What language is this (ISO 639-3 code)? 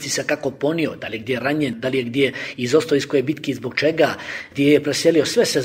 bos